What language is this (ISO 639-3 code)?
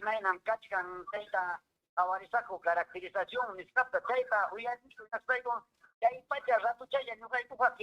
quy